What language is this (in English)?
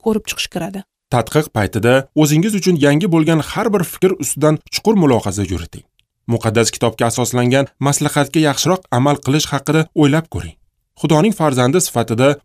Uzbek